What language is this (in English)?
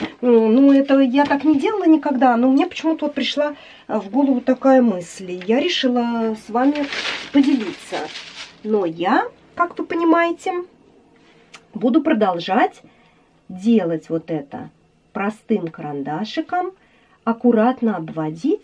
Russian